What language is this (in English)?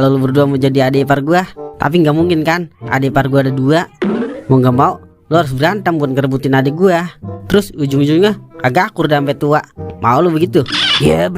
Betawi